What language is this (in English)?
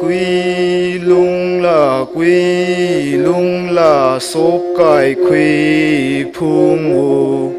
Tangkhul Naga (India)